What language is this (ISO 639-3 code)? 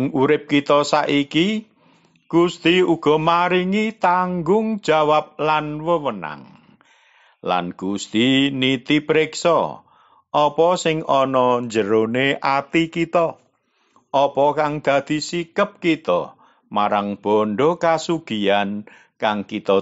jav